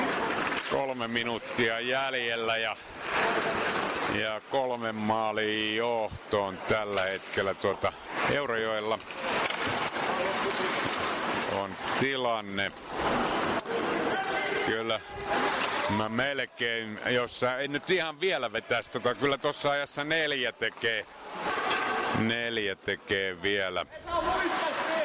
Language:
Finnish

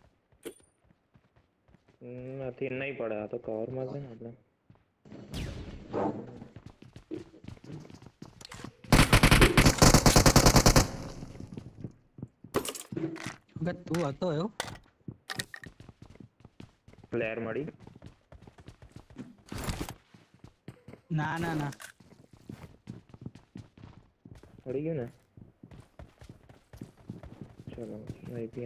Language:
Gujarati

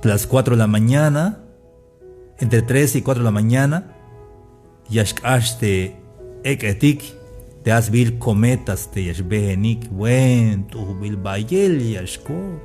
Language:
Tzeltal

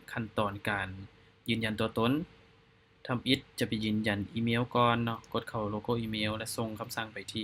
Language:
Lao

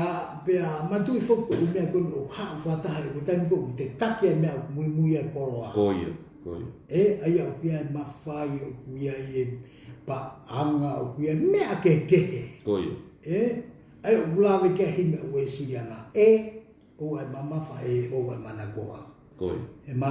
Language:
Tongan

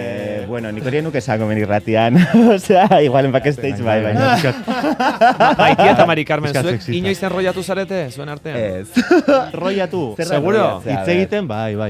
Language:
Basque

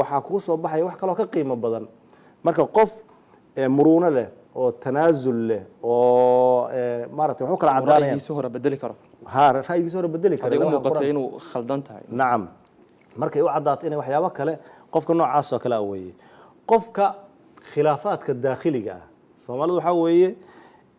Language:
Somali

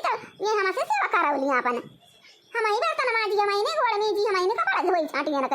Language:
Awadhi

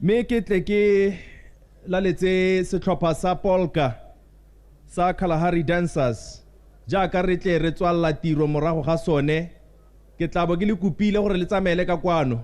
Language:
Tswana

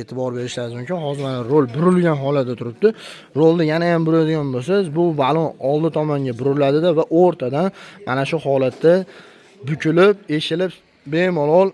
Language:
Uzbek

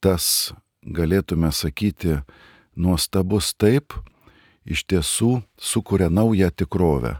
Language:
Lithuanian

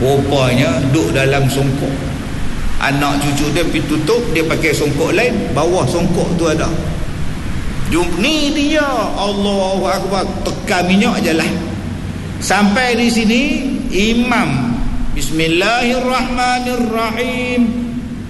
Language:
Malay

